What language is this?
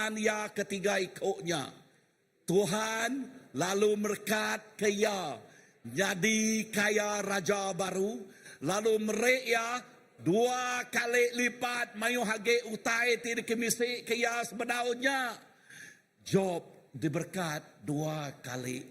Iban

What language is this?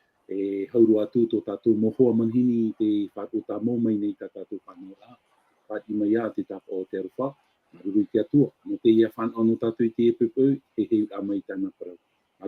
Tahitian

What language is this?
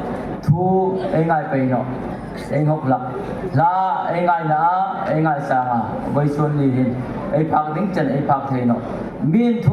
Hmar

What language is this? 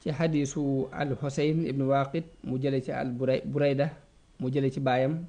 Wolof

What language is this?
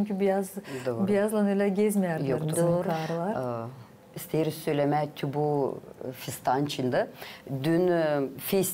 Gagauz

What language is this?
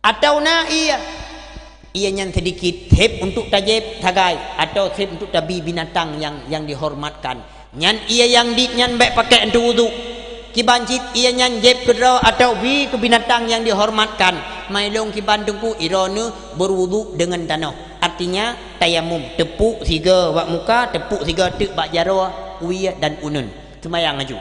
Achinese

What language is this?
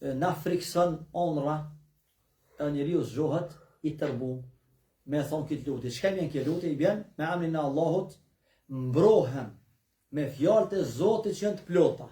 Albanian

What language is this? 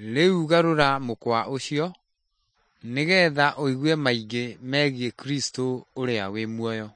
Kikuyu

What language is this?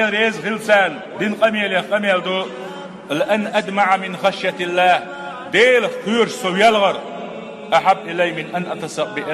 Chechen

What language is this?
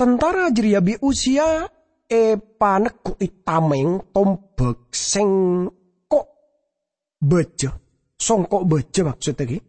Madurese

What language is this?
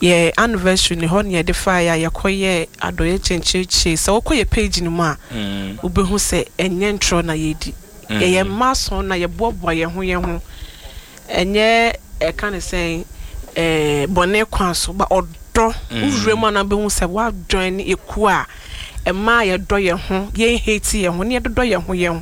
Akan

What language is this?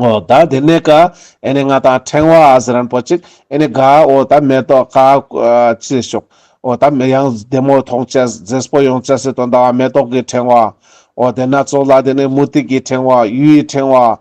Ladakhi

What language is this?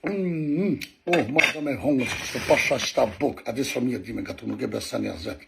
Albanian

